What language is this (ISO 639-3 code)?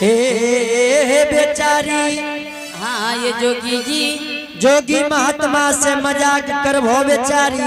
anp